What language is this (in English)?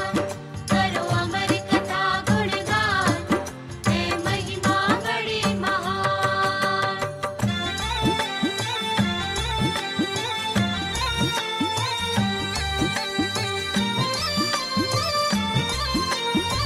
Hindi